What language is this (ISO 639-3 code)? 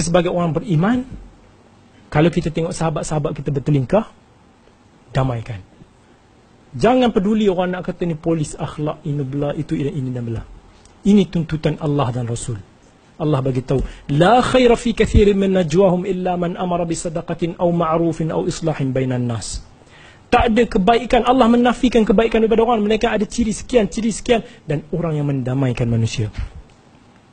msa